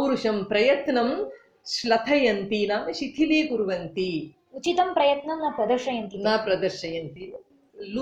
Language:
Sanskrit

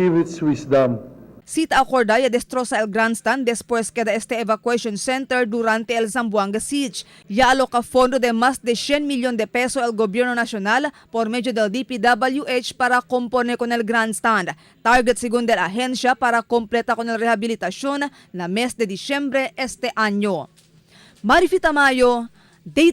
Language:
Chavacano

